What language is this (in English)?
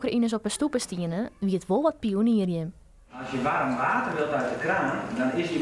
Western Frisian